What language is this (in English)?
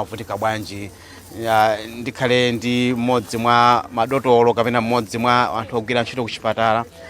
Nyanja